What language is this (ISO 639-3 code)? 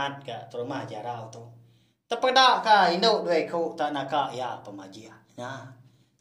iba